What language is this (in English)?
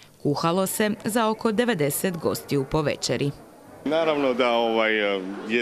Croatian